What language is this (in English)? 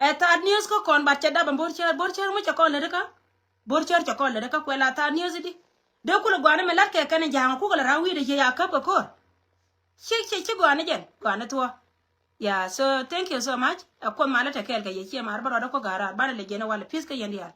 Nuer